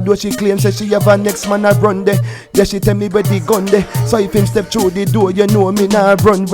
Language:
Jamaican Creole English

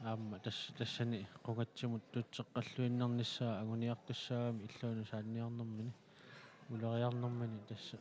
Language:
Kalaallisut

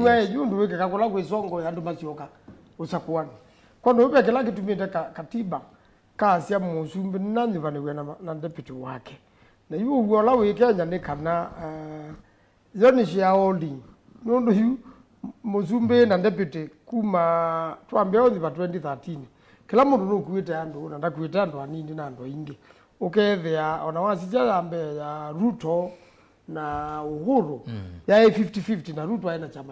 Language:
Kamba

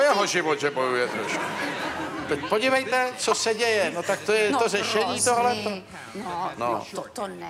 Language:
Czech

